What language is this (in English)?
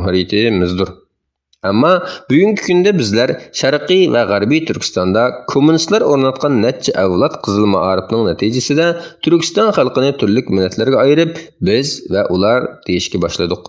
Uyghur